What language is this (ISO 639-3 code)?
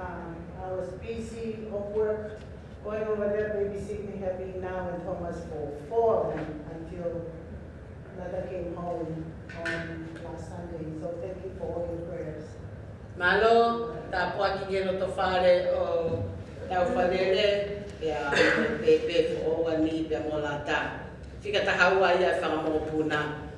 ton